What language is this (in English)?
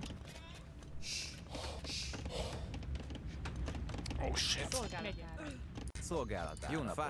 Hungarian